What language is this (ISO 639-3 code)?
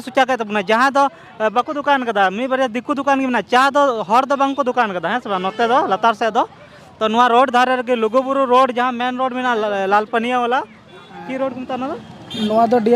sat